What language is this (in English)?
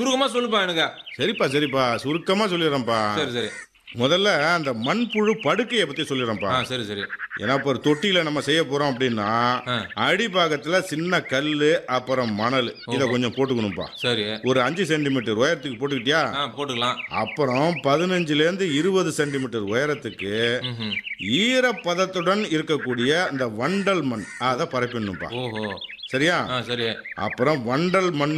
Tamil